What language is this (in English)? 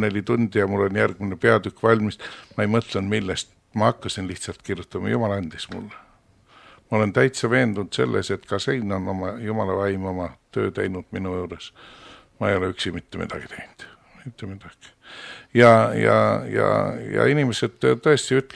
Estonian